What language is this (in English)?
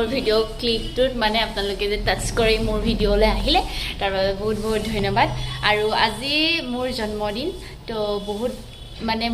Assamese